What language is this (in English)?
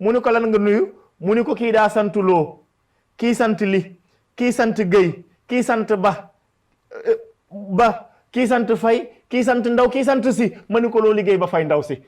Wolof